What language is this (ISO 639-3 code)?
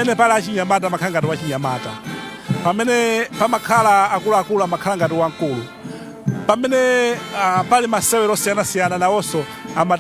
nya